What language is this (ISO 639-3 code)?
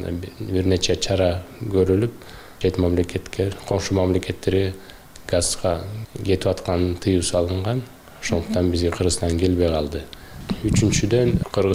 kir